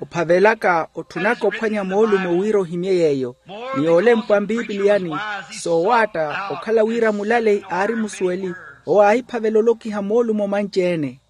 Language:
Makhuwa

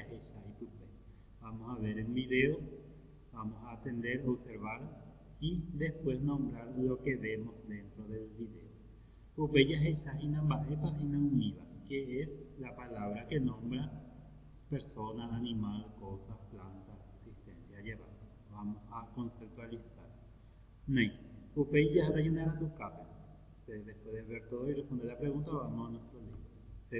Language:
Guarani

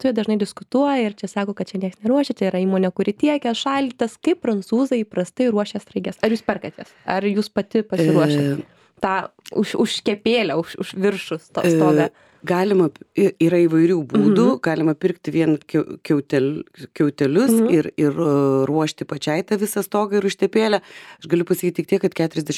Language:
Lithuanian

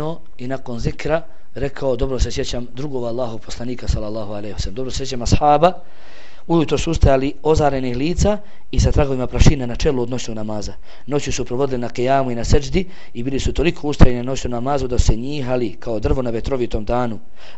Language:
Bosnian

